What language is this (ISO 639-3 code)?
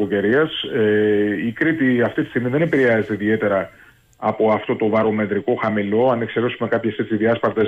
ell